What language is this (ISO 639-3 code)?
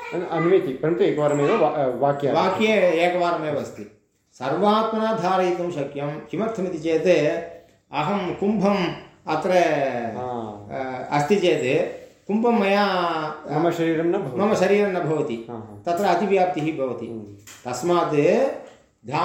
san